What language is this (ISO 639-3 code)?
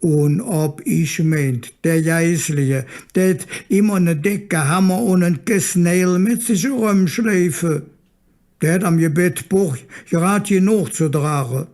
ksh